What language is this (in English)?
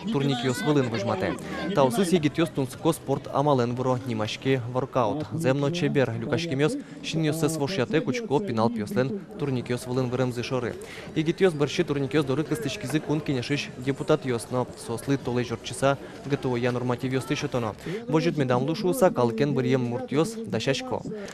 Udmurt